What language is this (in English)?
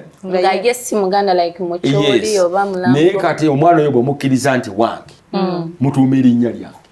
Ganda